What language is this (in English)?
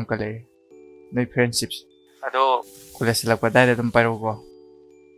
Manipuri